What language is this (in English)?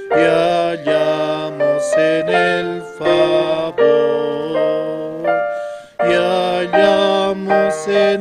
Aymara